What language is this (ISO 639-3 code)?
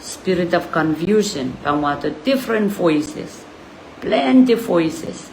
pon